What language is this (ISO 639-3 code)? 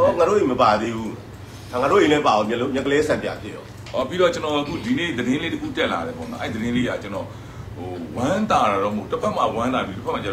mya